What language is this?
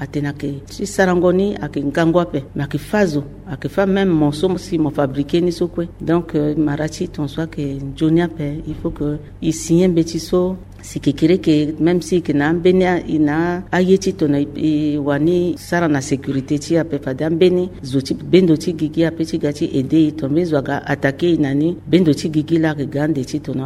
Sango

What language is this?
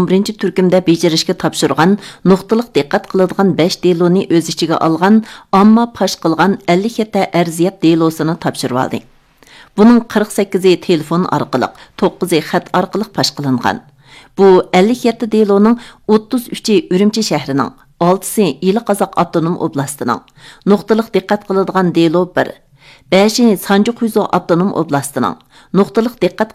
Uyghur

